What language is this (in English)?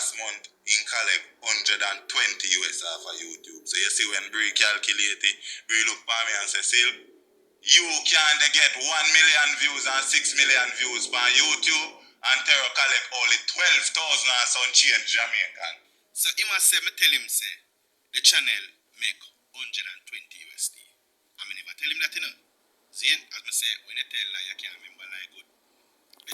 Jamaican Creole English